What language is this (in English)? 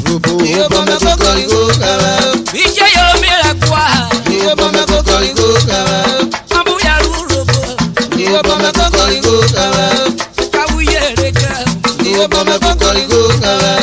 Urhobo